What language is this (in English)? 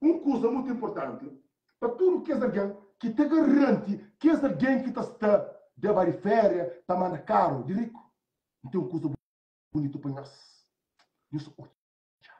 Kabuverdianu